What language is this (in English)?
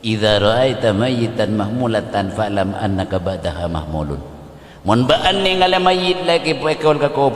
Madurese